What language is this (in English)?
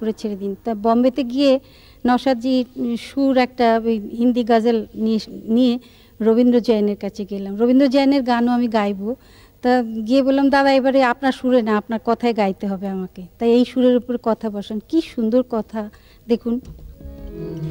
Bangla